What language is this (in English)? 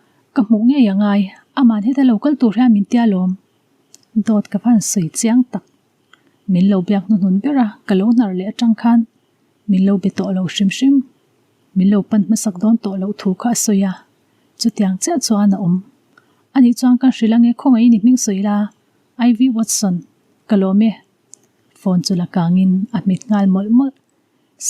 Mizo